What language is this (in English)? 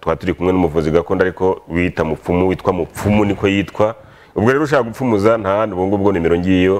Kinyarwanda